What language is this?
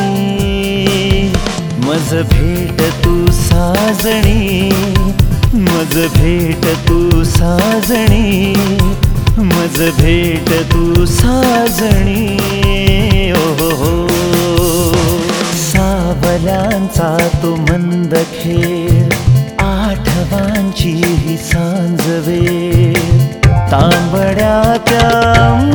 Marathi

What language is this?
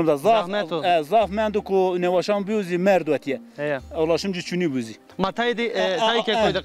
Zaza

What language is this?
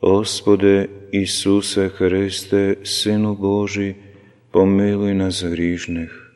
Slovenian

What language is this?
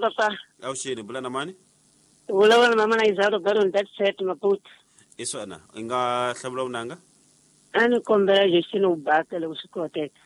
Tsonga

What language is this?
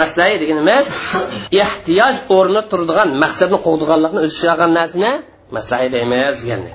Uyghur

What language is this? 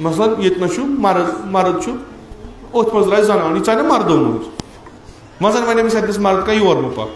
Kashmiri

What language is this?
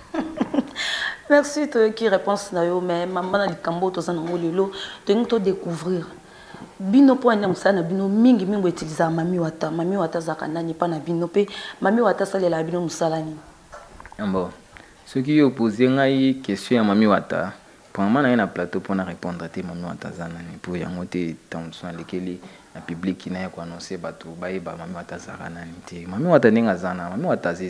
Lingala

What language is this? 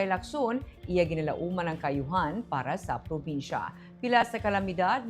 Hiligaynon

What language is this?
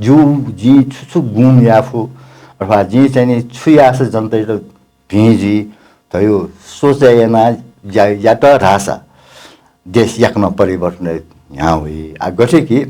Newari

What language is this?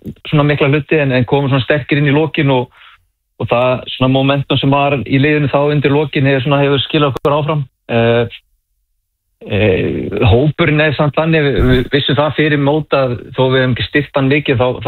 Icelandic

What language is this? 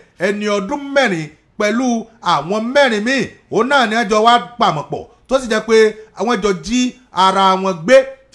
Yoruba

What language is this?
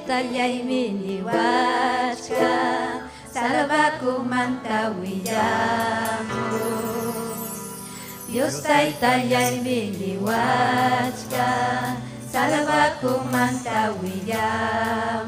Ayacucho Quechua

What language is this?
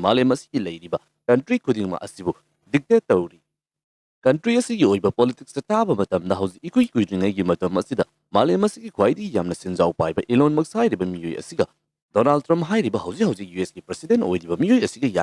Manipuri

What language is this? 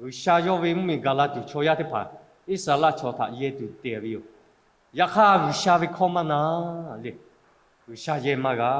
Lahu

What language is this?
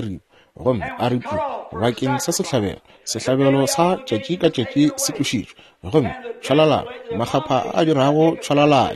Northern Sotho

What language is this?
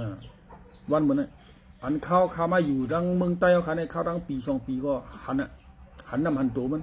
Shan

